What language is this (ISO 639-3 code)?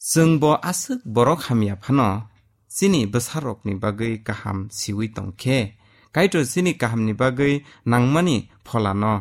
trp